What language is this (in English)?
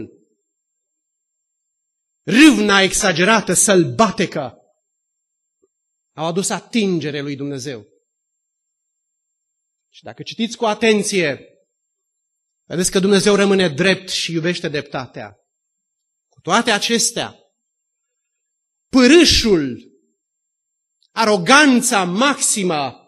Romanian